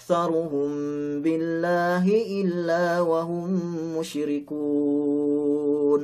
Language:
Yakan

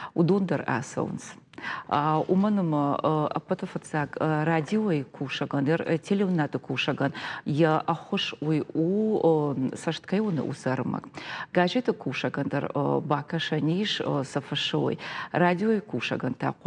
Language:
Ossetic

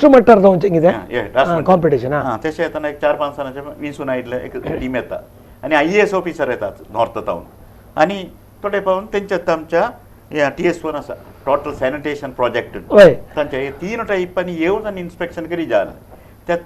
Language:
Konkani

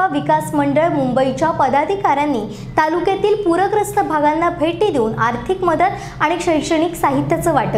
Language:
Marathi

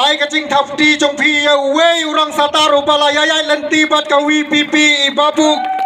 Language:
Khasi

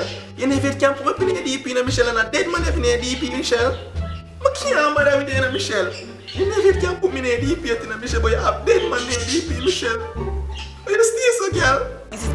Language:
Jamaican Creole English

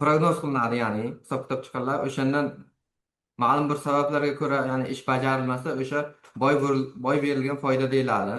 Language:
Uzbek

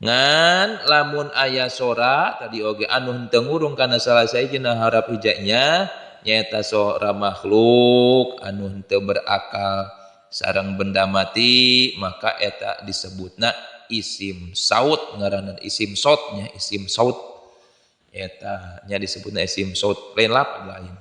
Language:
Sundanese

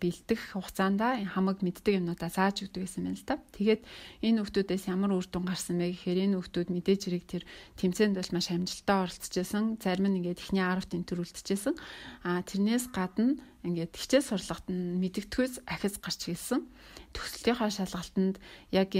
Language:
Mongolian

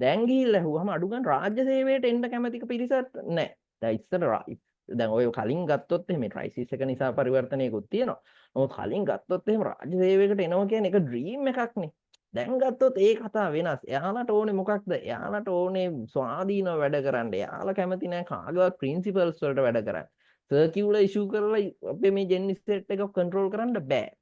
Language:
Sinhala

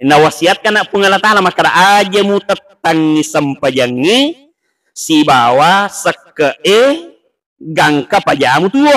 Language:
Buginese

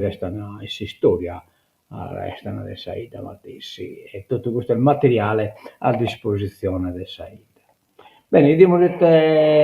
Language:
Sardinian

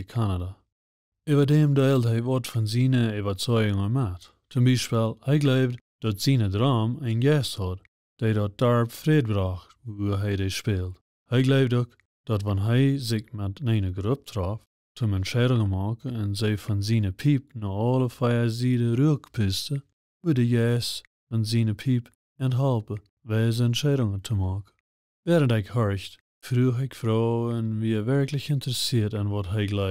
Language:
Plautdietsch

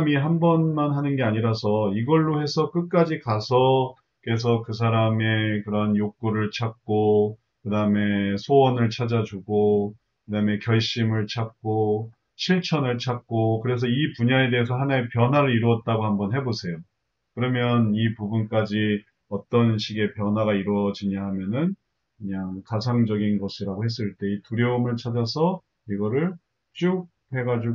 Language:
Korean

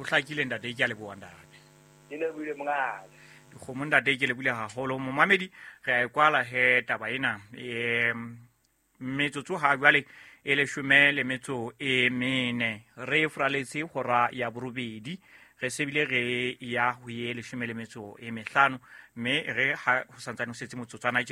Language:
Southern Sotho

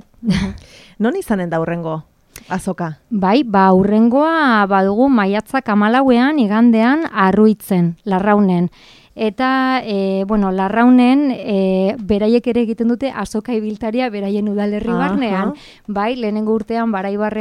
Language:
Basque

